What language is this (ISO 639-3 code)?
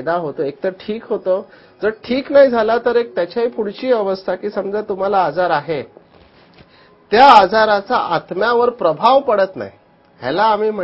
mar